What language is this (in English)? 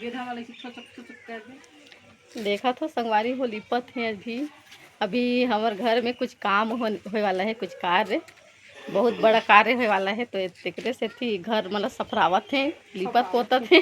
Chhattisgarhi